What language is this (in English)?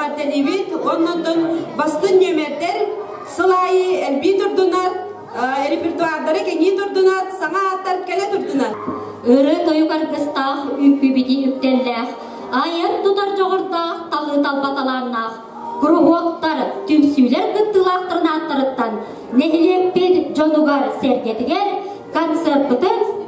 Yakut